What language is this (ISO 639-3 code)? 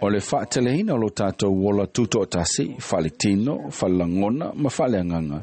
smo